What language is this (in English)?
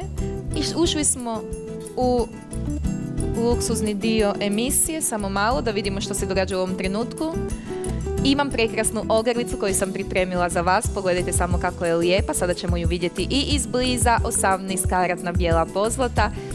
Croatian